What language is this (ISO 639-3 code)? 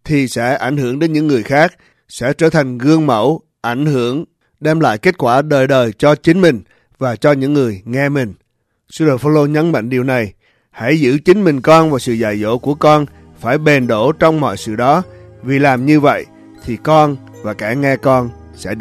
vie